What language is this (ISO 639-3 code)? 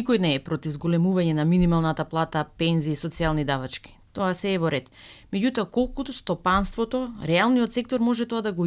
mkd